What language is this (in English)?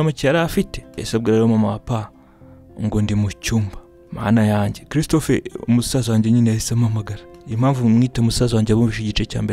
Kinyarwanda